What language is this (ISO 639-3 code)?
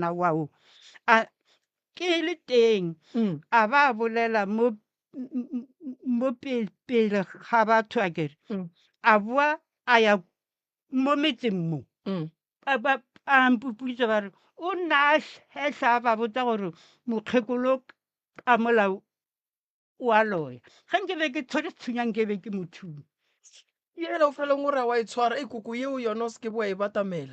nso